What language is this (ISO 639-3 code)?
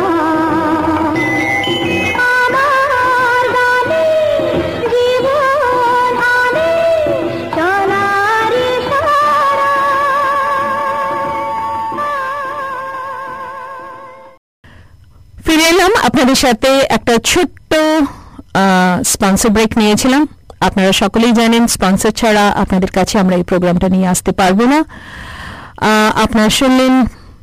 ben